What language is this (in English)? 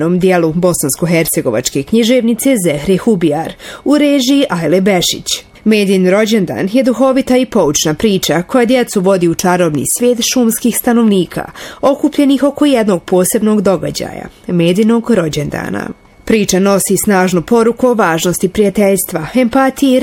Bosnian